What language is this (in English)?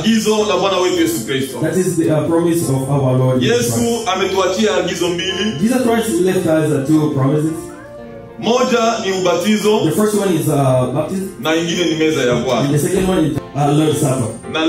Swahili